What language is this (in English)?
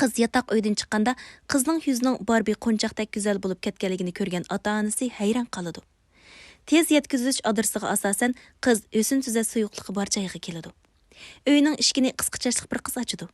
Uyghur